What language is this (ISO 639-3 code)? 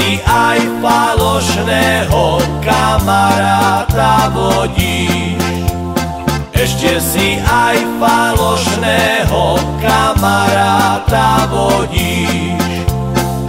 slk